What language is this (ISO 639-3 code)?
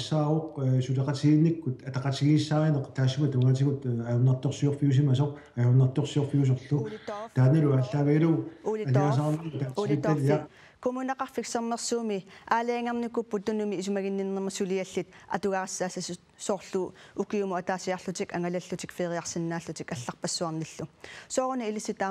kal